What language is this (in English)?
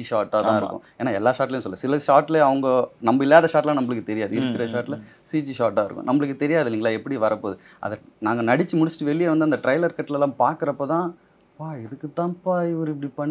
Tamil